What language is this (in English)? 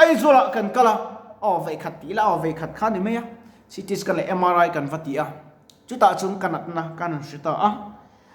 Mizo